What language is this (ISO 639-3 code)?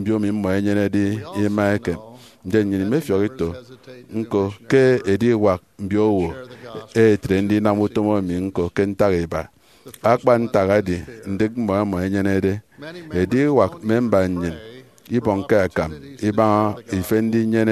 efi